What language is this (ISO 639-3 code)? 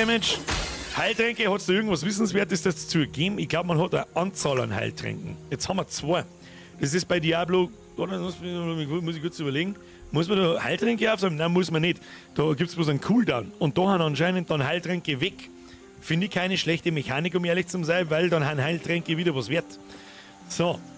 bar